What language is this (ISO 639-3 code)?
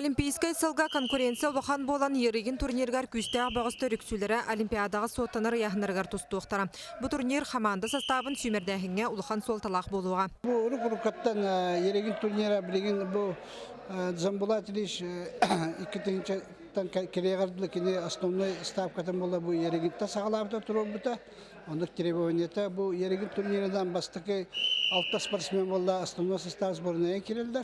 sah